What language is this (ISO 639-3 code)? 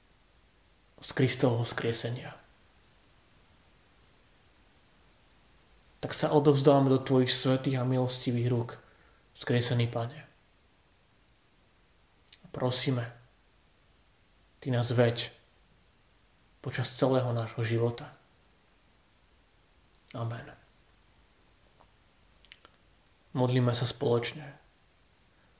slk